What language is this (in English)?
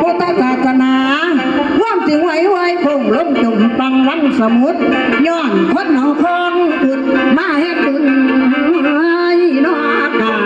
Northeastern Thai